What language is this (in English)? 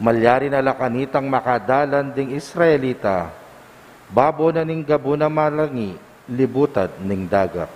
Pampanga